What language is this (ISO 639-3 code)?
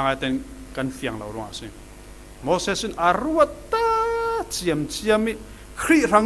cfm